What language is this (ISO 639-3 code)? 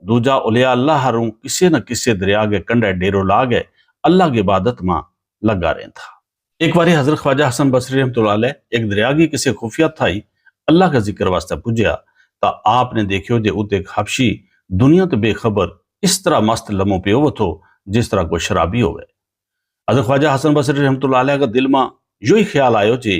gju